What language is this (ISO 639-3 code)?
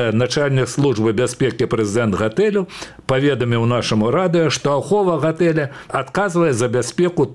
bel